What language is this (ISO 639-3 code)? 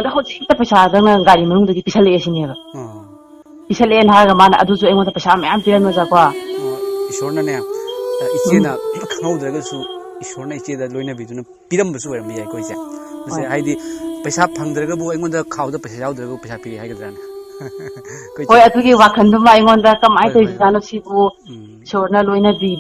mni